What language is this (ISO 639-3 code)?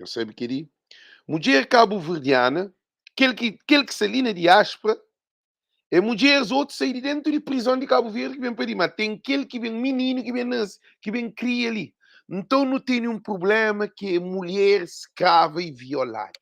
kea